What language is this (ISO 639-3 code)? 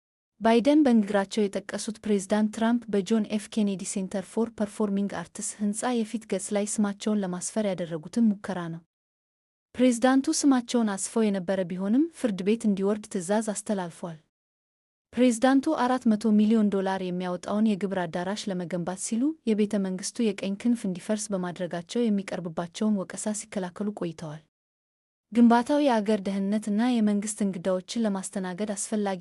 amh